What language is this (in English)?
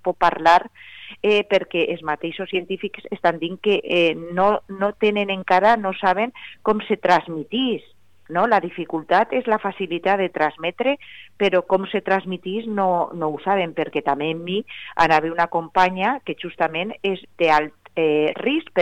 Catalan